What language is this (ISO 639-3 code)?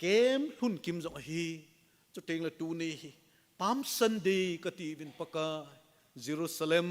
tcz